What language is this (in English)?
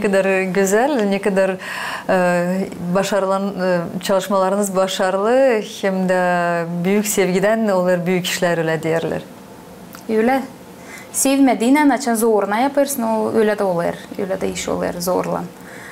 Gagauz